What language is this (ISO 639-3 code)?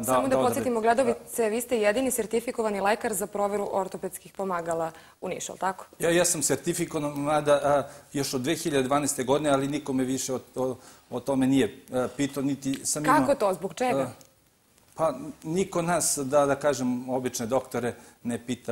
srp